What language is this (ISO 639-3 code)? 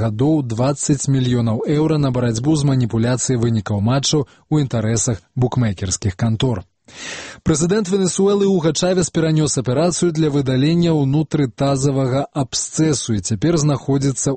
bel